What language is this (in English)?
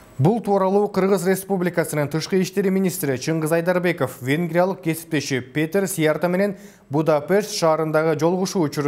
Kyrgyz